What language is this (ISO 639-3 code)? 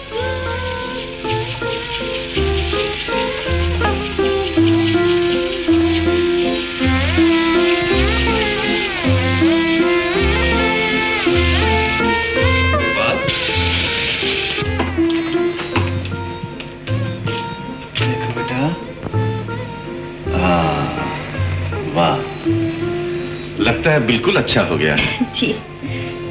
hin